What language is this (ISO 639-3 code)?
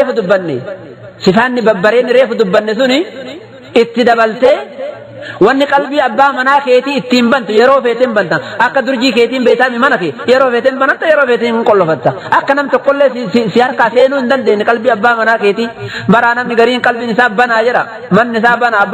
orm